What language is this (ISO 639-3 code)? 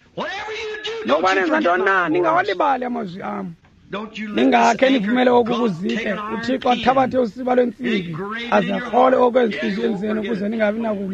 xho